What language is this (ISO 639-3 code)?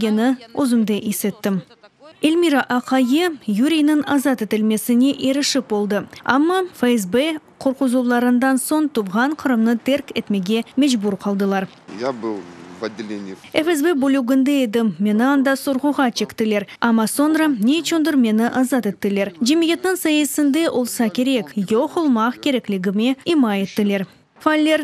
crh